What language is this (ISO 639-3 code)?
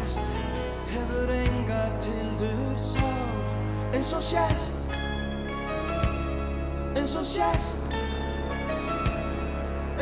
isl